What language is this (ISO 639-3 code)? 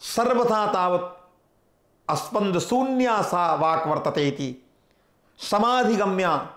san